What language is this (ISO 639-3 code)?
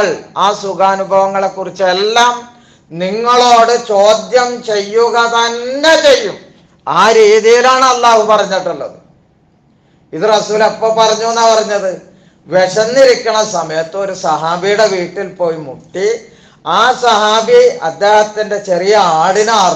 mal